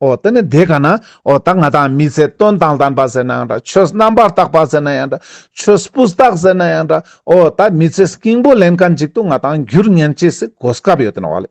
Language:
Ladakhi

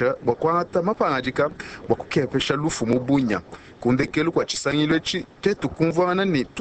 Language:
Luba-Lulua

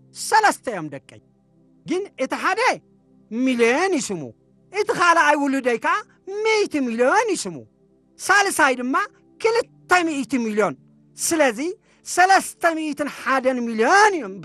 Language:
Tigrinya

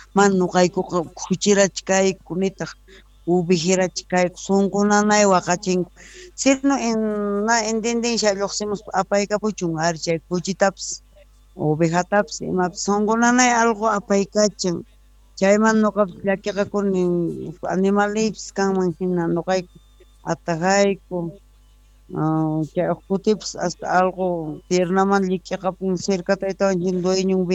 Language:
South Bolivian Quechua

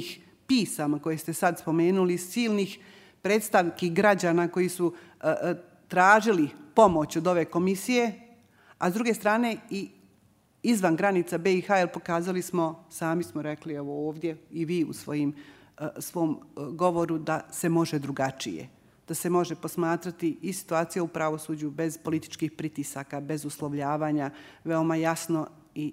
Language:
Bosnian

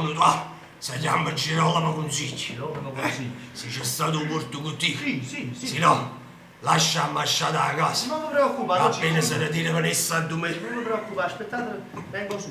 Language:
Neapolitan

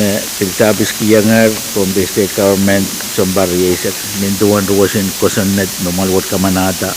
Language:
Pohnpeian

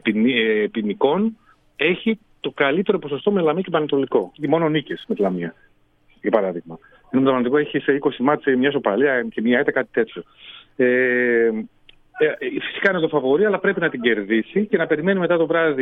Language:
Greek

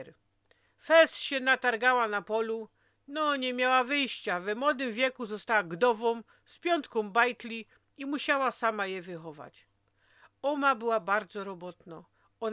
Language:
Silesian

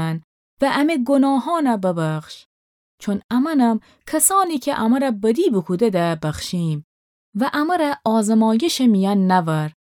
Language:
Gilaki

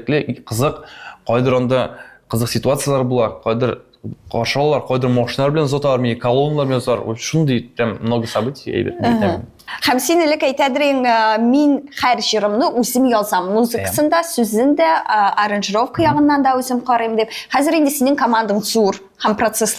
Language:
Tatar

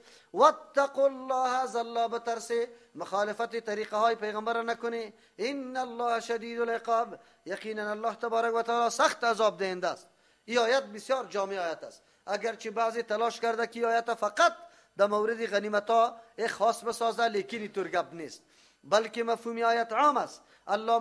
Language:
Persian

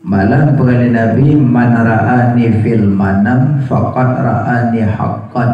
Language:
Achinese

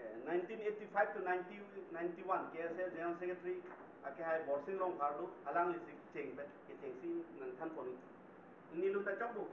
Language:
Karbi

